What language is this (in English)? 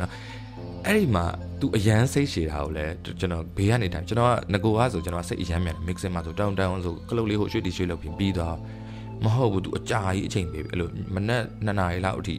Burmese